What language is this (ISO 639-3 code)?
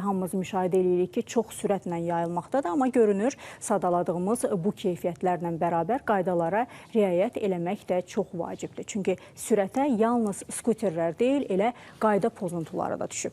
aze